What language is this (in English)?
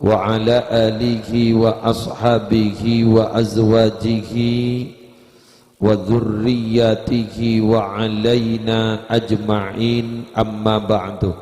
Madurese